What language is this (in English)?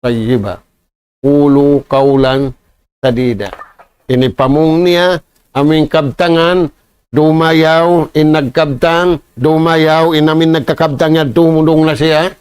Tausug